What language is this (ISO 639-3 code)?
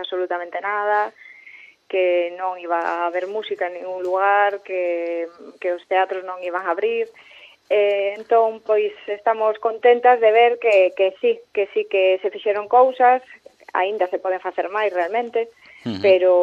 glg